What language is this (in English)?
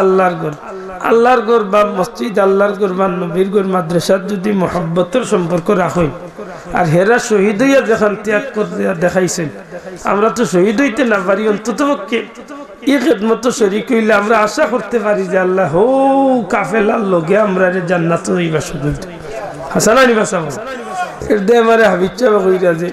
Sylheti